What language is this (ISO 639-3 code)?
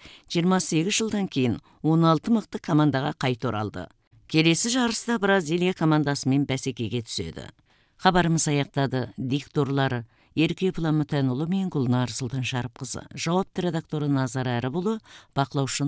kaz